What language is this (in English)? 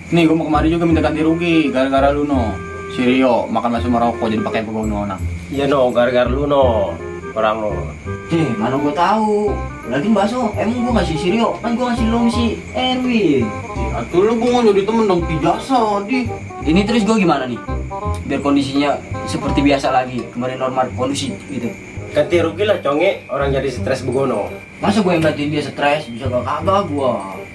Betawi